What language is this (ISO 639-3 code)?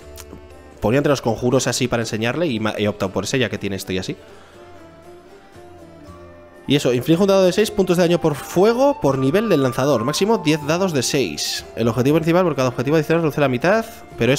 spa